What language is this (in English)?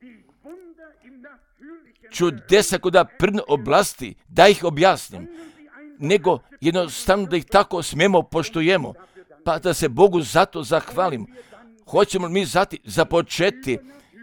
Croatian